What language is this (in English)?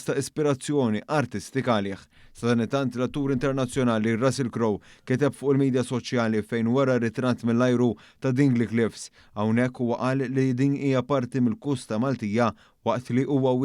Maltese